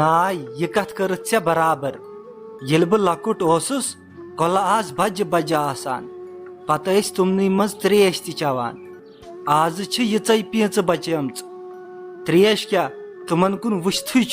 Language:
Kashmiri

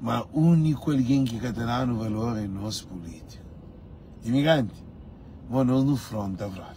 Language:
Kabuverdianu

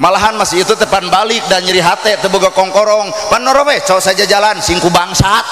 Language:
Sundanese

